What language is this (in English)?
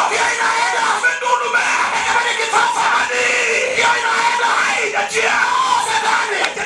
Luo (Kenya and Tanzania)